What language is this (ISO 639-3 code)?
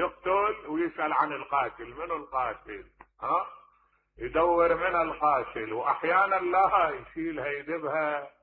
acm